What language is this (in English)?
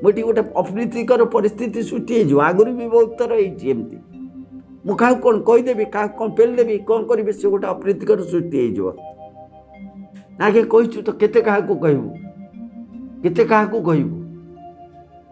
Odia